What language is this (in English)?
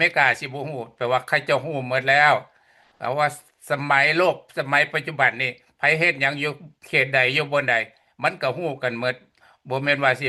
Lao